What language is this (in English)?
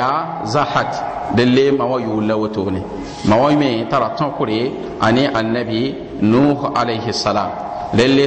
Mossi